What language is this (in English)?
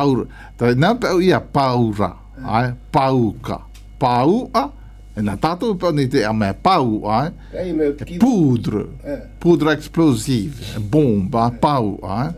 Malagasy